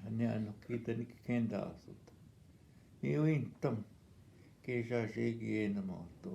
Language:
Northwestern Ojibwa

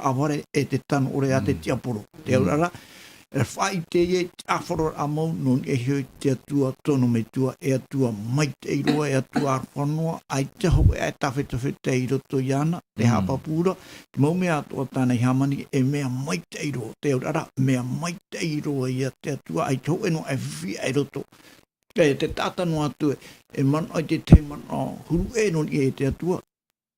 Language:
Tahitian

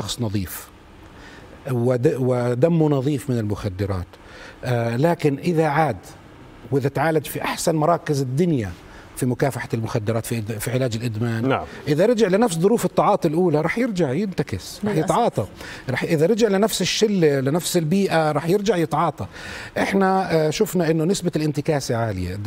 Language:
South Levantine Arabic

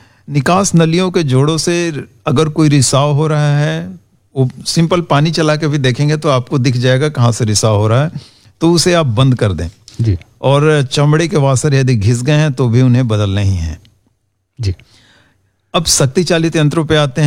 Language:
Hindi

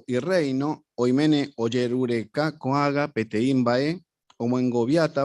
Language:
Guarani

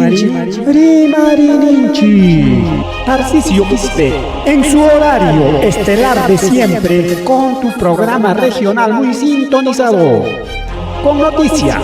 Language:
Ayacucho Quechua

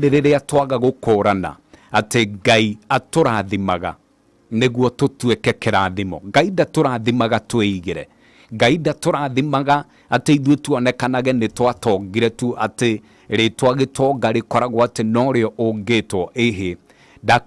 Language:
Kikuyu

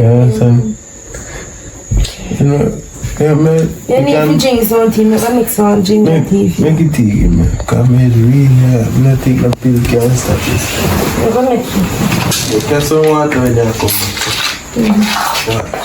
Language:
Jamaican Creole English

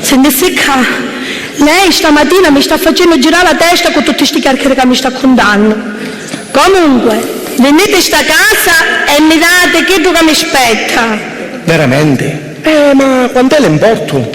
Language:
Sicilian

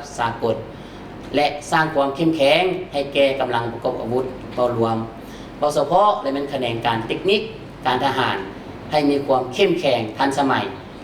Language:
Lao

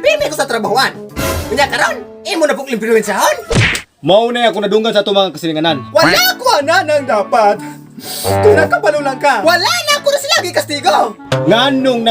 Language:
Cebuano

